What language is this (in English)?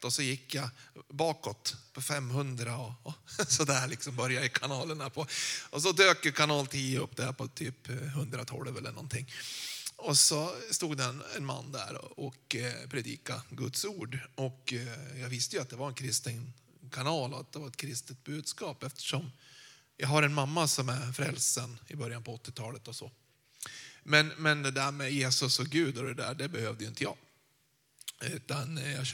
Swedish